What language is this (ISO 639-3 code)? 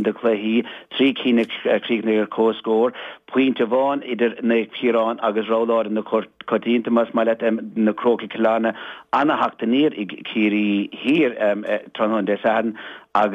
gle